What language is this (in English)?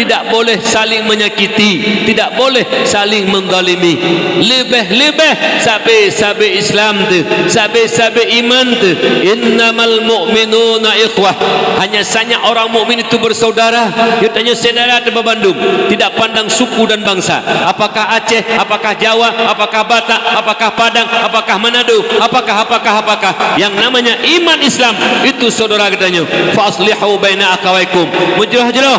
Achinese